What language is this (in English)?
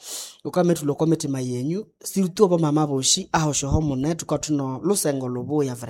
Nande